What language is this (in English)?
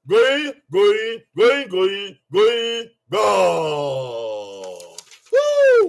Bini